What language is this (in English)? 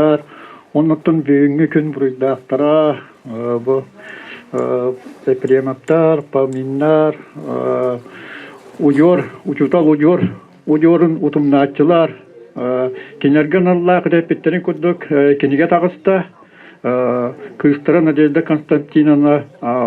Yakut